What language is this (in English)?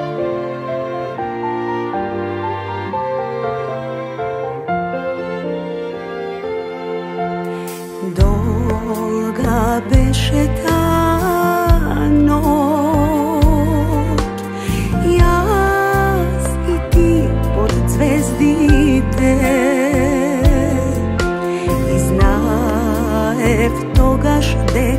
Macedonian